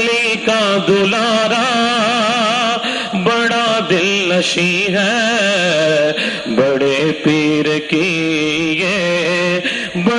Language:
Urdu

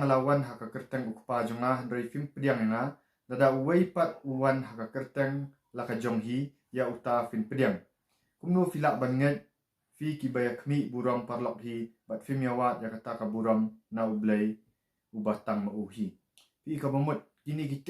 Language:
Khasi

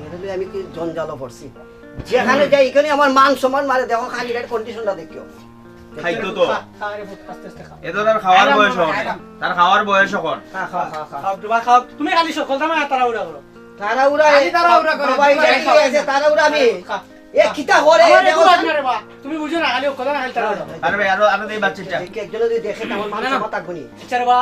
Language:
Sylheti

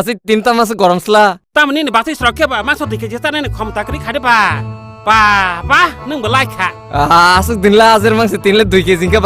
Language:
Kok Borok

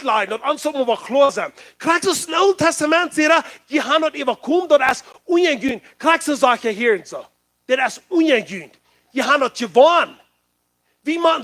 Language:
Plautdietsch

